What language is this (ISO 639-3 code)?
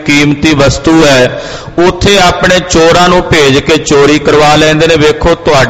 pan